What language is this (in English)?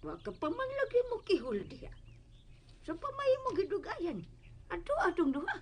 Cebuano